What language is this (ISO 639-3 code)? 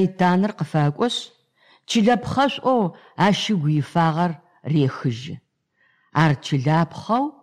ady